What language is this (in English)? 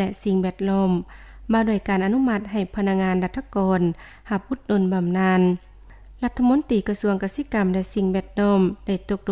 Lao